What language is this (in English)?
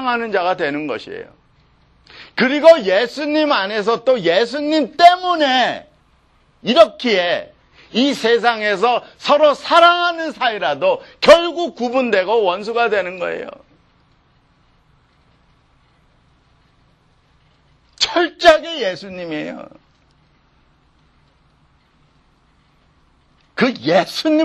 Korean